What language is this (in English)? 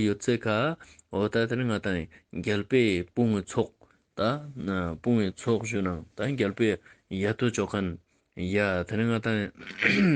Ladakhi